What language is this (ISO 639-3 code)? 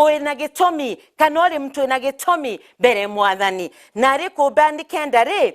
mer